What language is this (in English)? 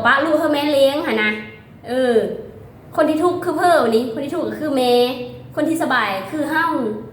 Lao